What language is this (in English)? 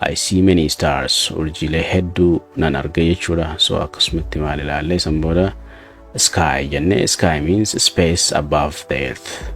Oromo